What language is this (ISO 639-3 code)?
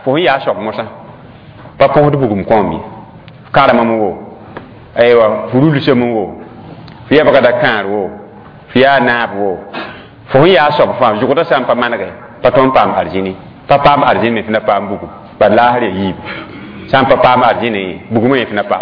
mos